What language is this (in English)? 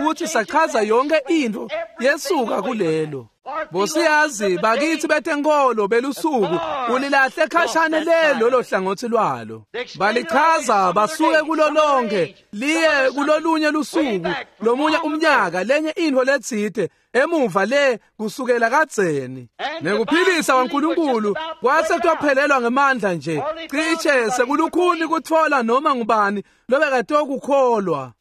Swati